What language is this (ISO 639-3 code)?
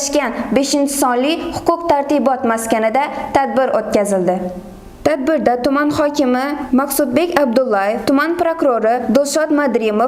uzb